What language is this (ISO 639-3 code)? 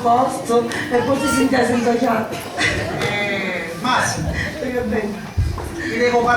scn